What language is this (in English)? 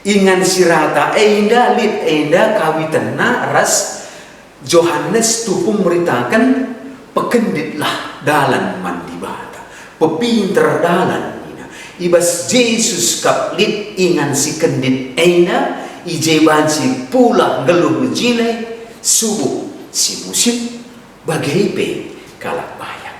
Batak Karo